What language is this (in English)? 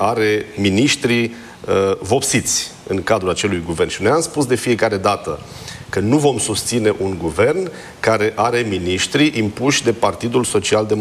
Romanian